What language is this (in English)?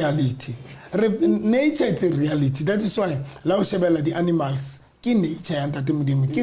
Southern Sotho